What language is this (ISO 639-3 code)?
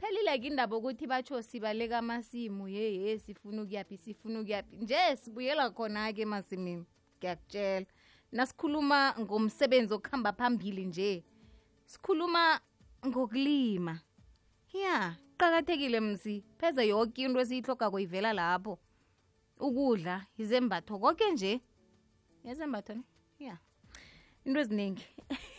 nbl